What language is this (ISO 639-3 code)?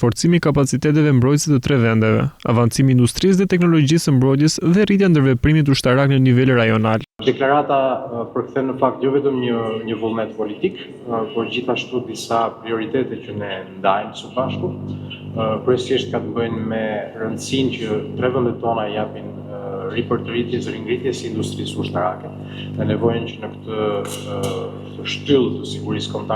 sqi